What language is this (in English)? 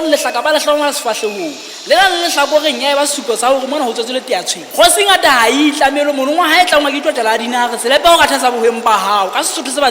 Southern Sotho